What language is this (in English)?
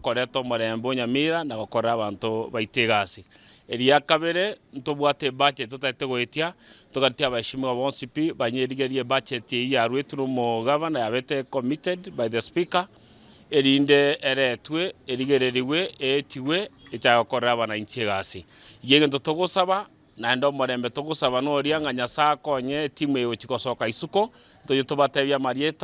Gusii